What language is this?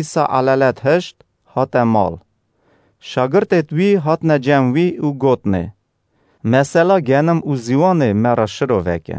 Kurdish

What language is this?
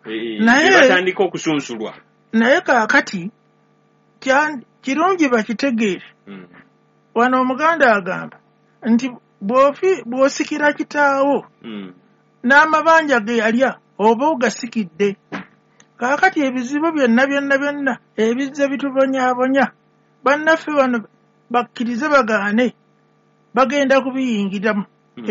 Ganda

